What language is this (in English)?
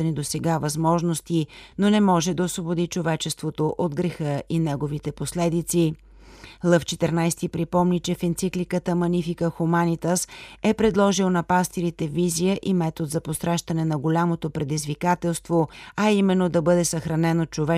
Bulgarian